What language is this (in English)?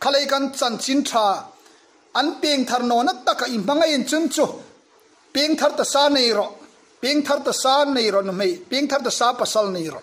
Hmar